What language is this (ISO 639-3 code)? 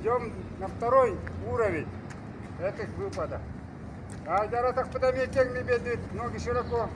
sah